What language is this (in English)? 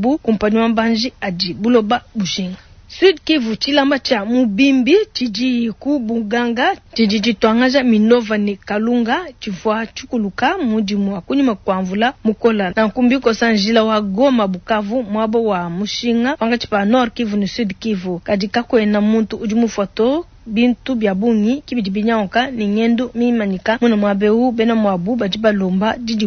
Luba-Lulua